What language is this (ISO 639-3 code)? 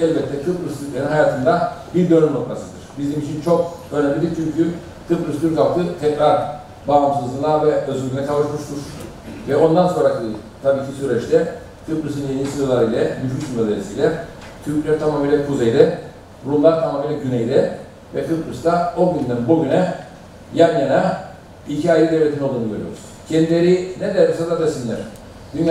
tur